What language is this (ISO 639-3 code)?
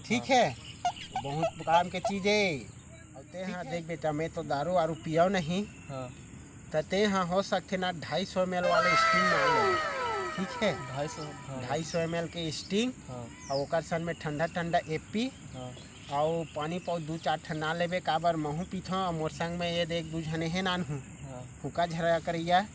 hne